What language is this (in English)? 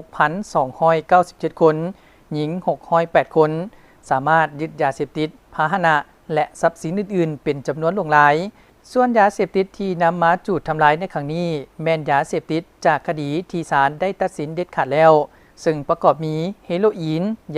Lao